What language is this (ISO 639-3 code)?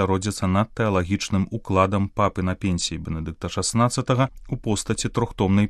bel